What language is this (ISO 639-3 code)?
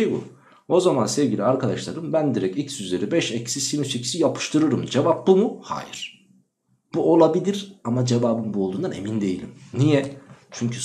tur